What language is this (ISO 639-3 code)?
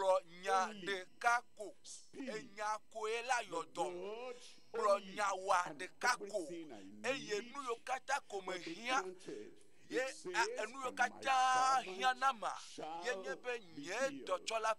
ewe